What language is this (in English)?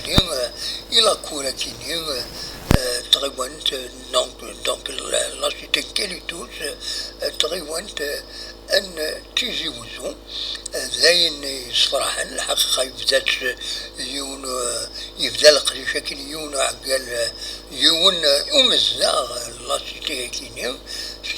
Kabyle